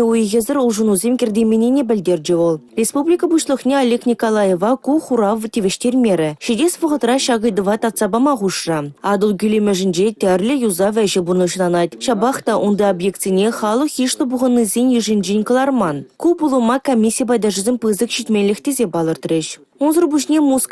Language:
Chuvash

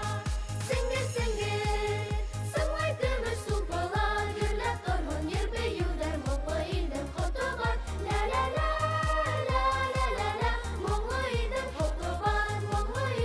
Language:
Bashkir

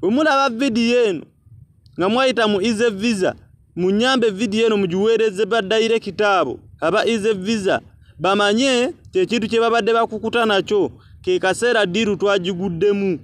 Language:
Ganda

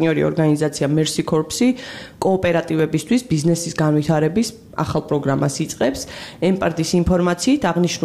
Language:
Georgian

